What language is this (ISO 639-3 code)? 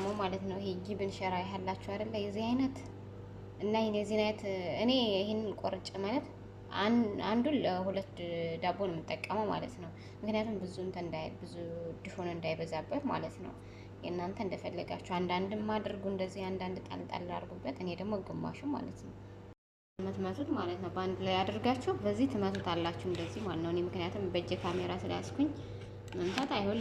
amh